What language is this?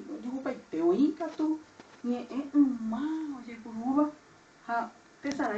Guarani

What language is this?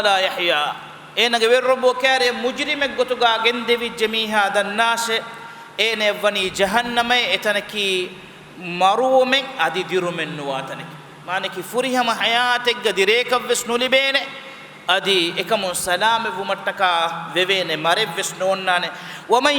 Divehi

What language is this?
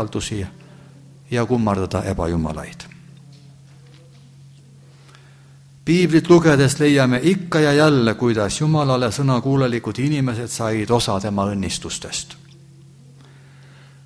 Estonian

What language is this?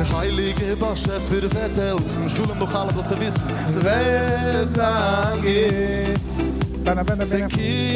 Yiddish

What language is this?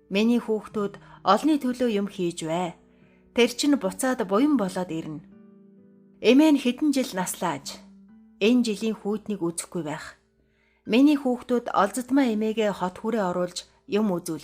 Mongolian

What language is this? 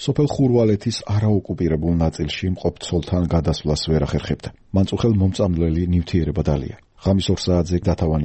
Georgian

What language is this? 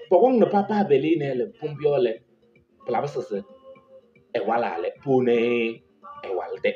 Kabiyè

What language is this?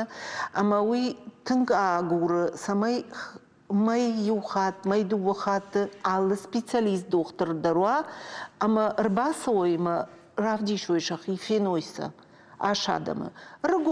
Ossetic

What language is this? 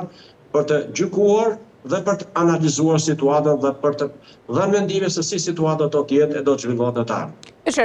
Albanian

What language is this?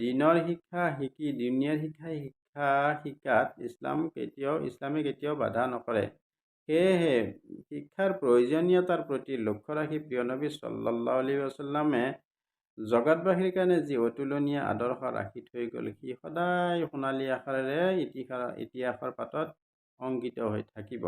Assamese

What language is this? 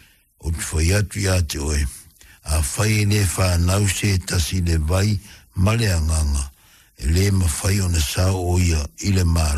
Samoan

